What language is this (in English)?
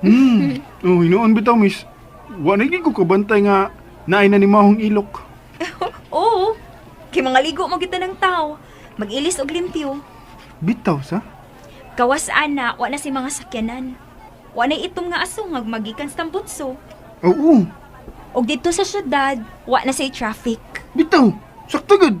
Cebuano